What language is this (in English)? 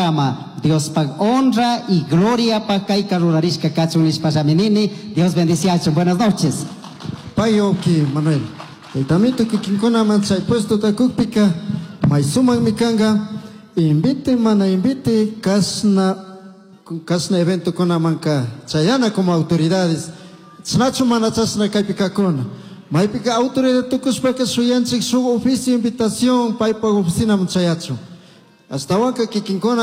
Chimborazo Highland Quichua